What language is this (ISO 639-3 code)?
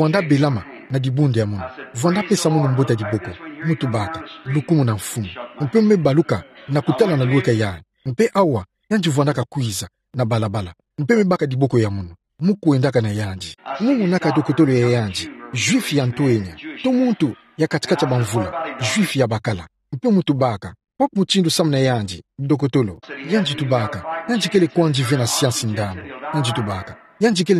ktu